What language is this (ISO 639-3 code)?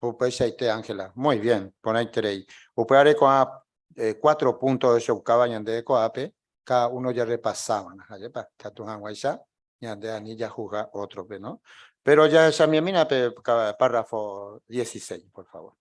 grn